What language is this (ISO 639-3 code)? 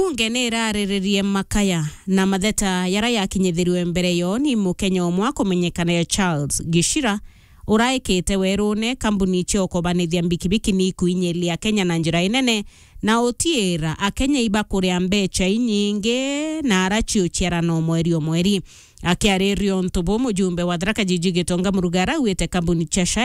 mer